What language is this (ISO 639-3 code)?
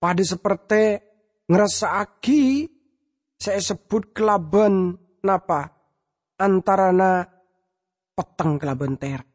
mad